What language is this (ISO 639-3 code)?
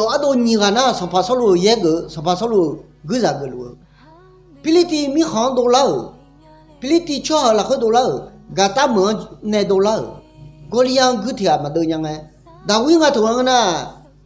ahk